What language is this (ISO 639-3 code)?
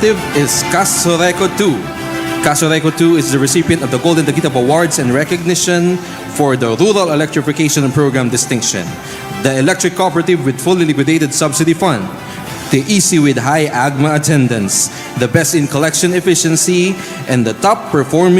bik